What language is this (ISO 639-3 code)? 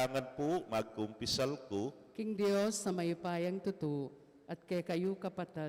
pam